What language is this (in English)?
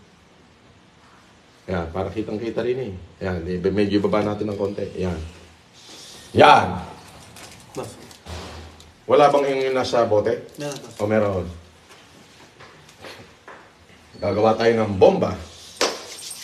Filipino